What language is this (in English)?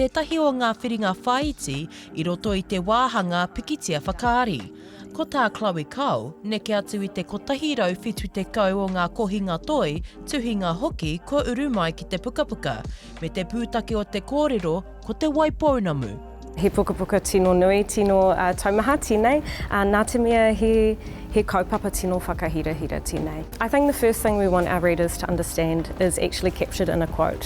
Māori